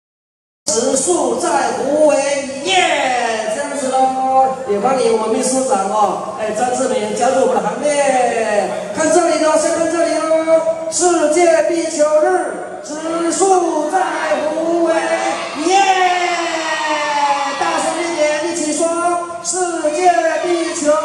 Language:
Chinese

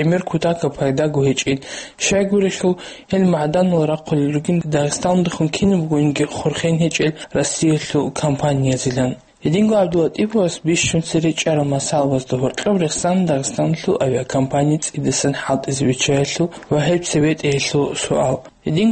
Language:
Avaric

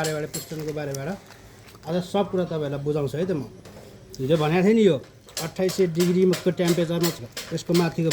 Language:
Nepali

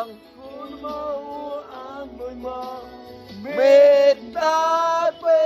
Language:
Mon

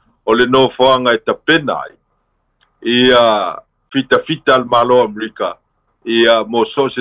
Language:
Samoan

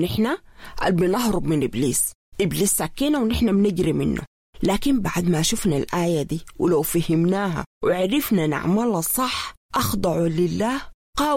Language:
Sudanese Arabic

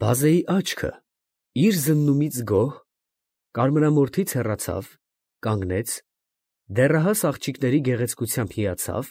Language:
Armenian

